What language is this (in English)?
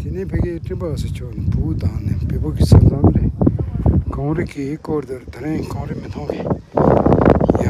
Tibetan